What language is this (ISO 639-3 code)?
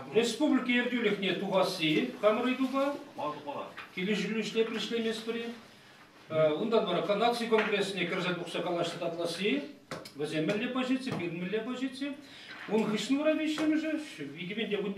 chv